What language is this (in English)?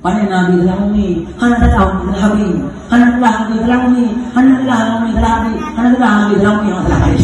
Achinese